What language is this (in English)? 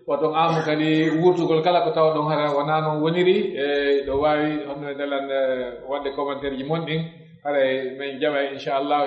Pular